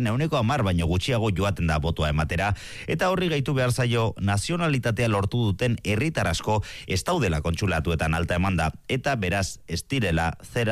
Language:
Basque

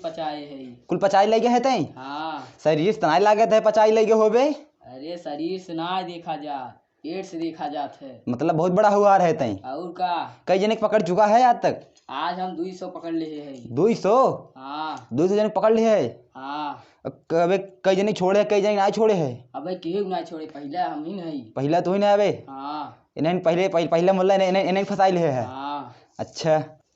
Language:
Awadhi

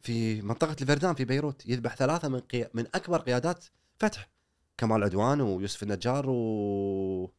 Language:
Gulf Arabic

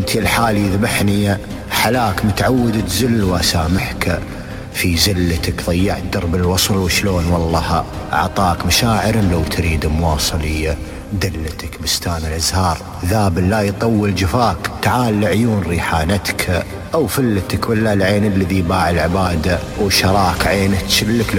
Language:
Najdi Arabic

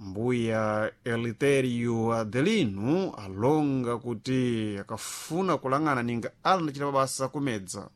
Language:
Sena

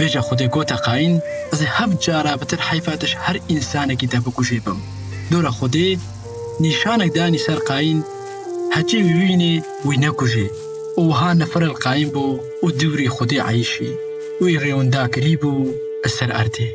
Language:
Kurdish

